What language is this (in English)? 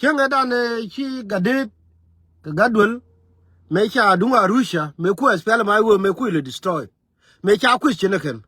Nuer